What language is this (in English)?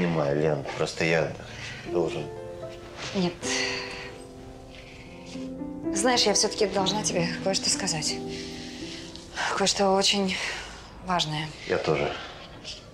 Russian